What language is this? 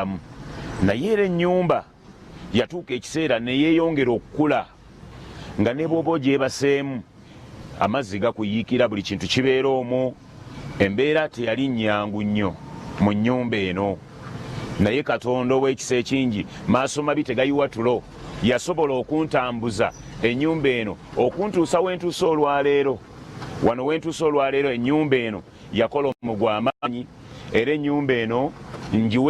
Ganda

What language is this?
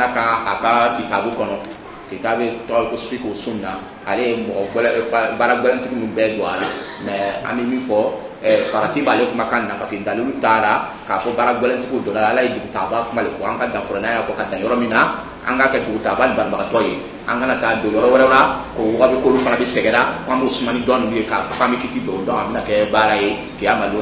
Dyula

